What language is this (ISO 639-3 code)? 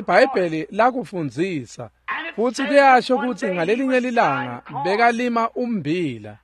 ssw